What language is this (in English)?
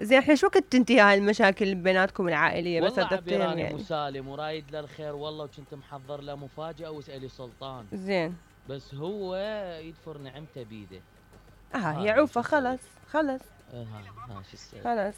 Mesopotamian Arabic